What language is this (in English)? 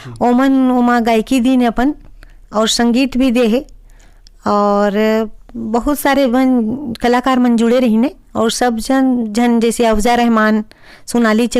Chhattisgarhi